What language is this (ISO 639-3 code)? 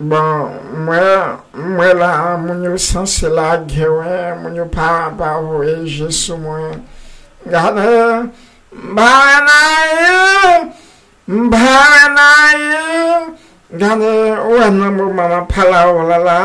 hat